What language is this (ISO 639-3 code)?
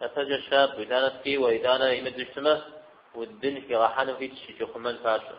kbd